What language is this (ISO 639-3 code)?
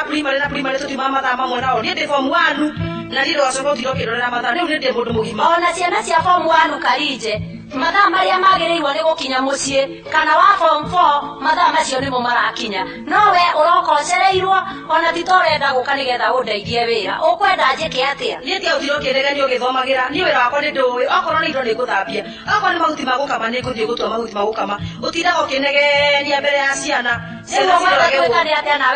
kik